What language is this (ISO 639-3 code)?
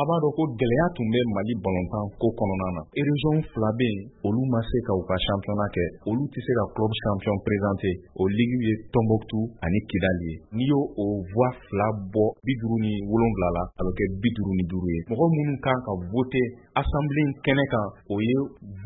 bam